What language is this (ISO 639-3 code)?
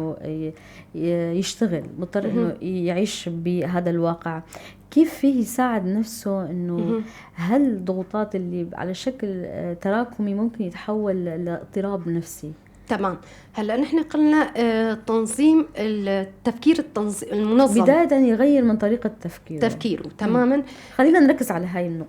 apc